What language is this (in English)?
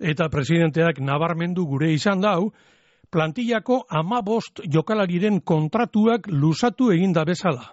Basque